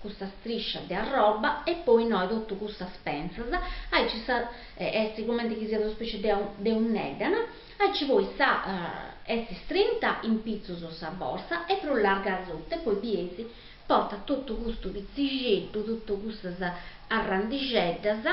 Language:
Sardinian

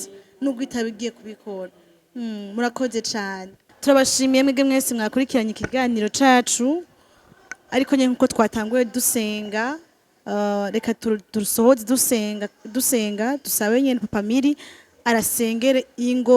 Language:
Rundi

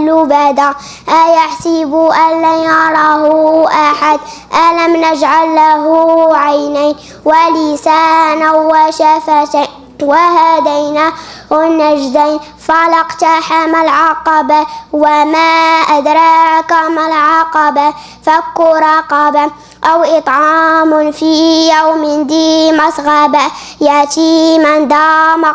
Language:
Moroccan Arabic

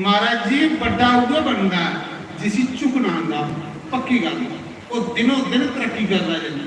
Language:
Dogri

